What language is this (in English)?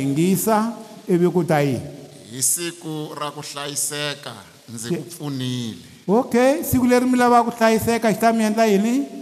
Tsonga